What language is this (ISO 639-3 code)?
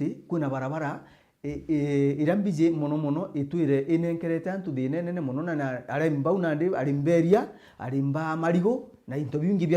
mer